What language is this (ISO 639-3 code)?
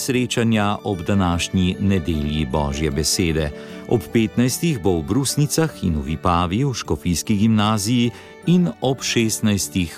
slv